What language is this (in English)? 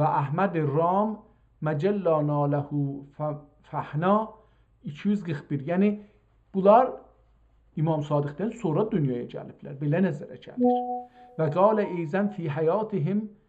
South Azerbaijani